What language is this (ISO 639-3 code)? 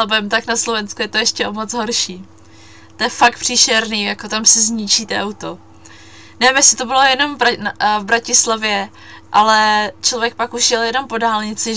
ces